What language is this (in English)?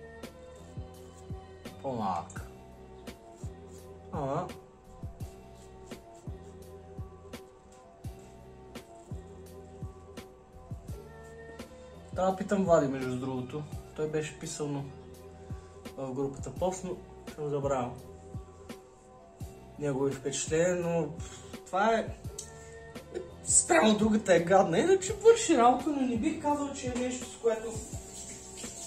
Bulgarian